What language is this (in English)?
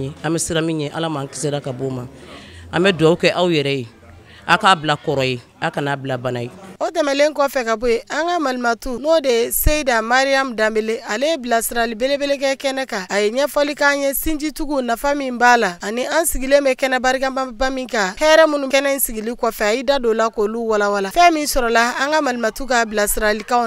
Bambara